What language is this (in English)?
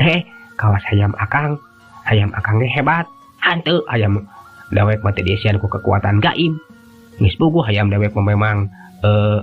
Sundanese